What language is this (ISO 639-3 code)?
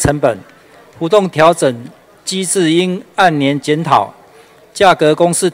zho